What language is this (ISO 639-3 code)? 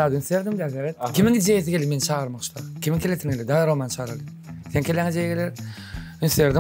tuk